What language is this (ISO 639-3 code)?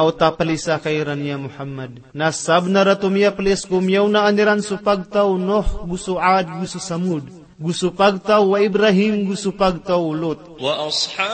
mrw